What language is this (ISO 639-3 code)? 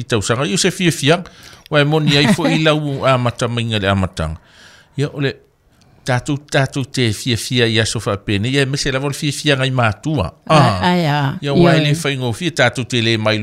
smo